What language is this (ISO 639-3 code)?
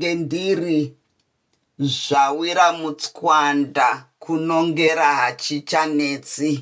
sna